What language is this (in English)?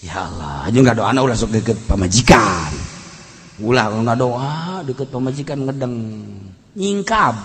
Sundanese